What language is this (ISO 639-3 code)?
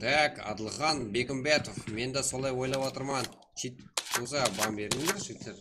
kaa